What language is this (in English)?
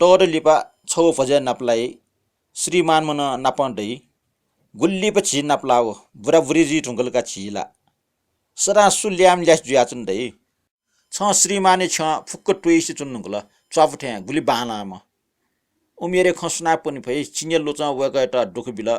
Newari